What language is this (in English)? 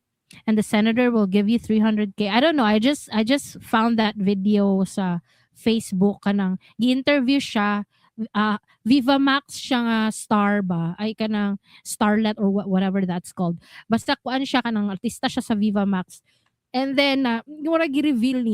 Cebuano